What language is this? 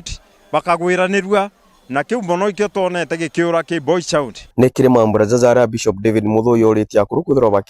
Meru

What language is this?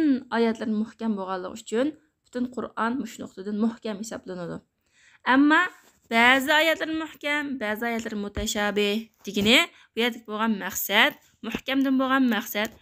Uyghur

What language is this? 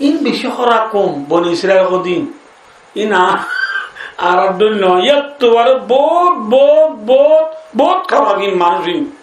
Rohingya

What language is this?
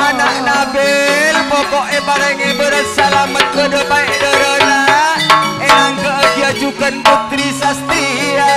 Madurese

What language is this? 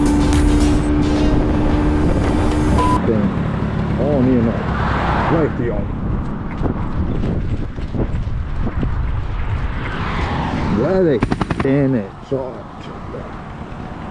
Serbian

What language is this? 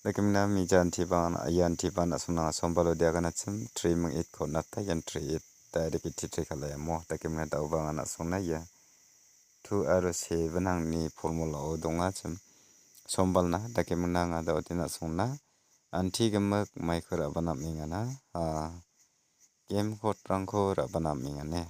Garo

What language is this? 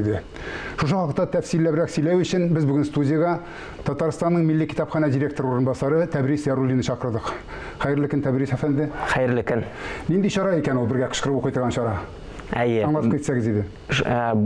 Tatar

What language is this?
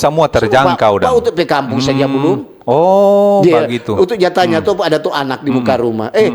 Manado Malay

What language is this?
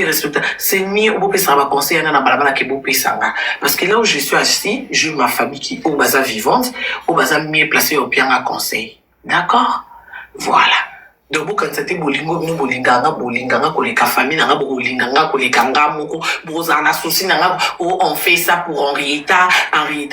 Lingala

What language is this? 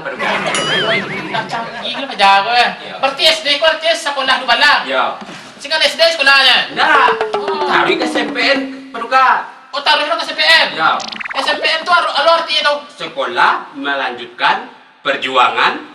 Minangkabau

